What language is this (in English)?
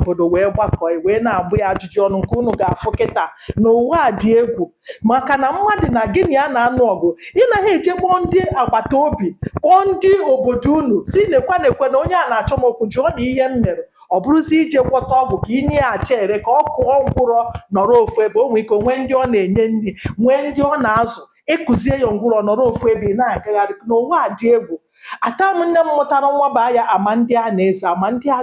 Igbo